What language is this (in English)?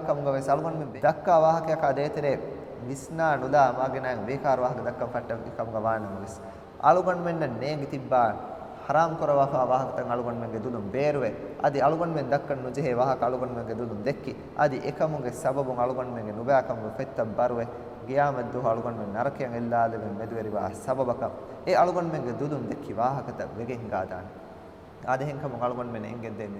Divehi